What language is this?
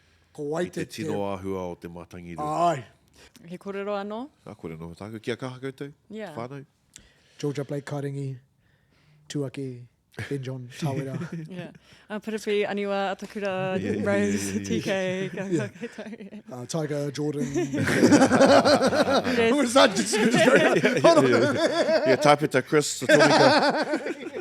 Māori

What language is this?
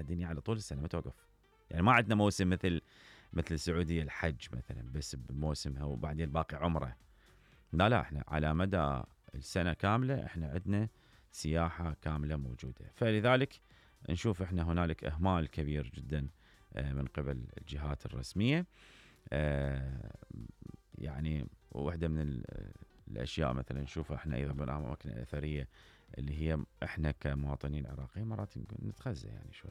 Mesopotamian Arabic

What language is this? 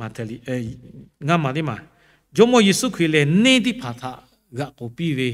Lahu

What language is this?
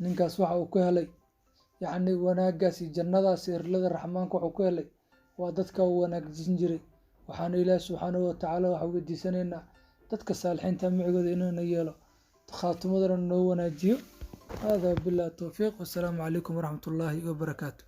Somali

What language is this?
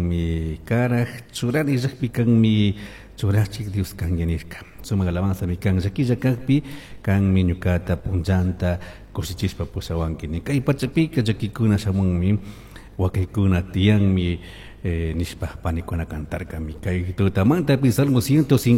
Chimborazo Highland Quichua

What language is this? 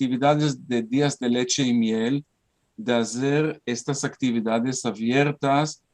Ladino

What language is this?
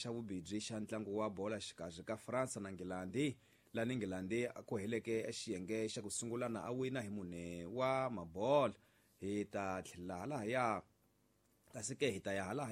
Tsonga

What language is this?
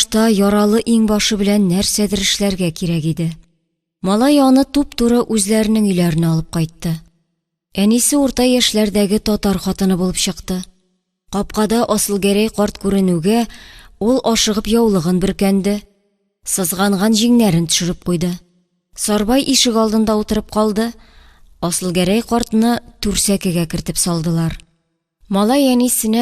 Tatar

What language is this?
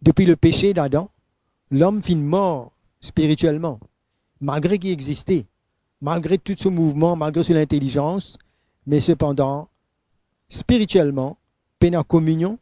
Morisyen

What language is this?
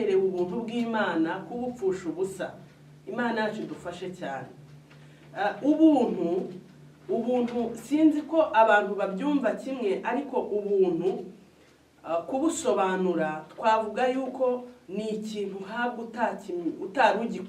Kinyarwanda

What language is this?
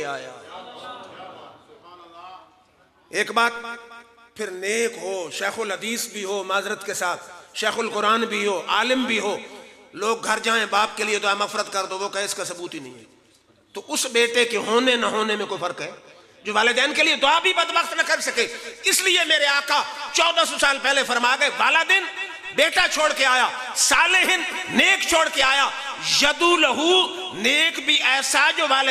Urdu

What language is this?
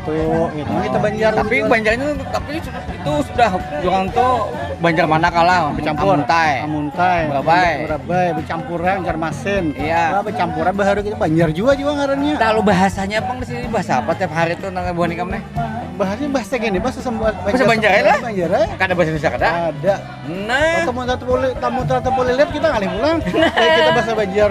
Banjar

